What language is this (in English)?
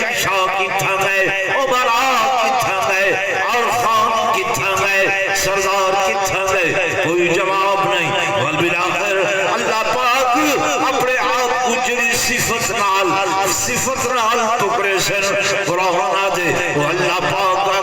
Saraiki